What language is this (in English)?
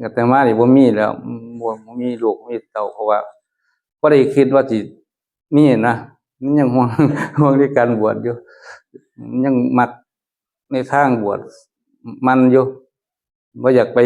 Northeastern Thai